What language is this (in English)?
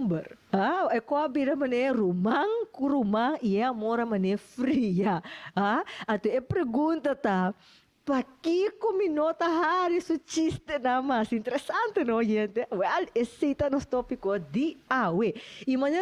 Papiamento